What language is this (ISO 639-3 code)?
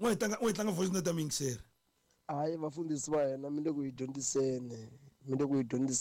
tso